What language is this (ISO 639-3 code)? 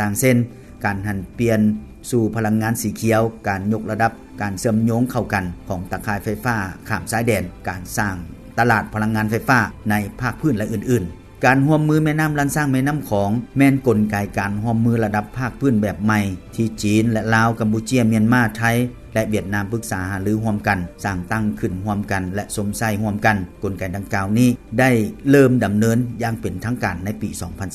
lao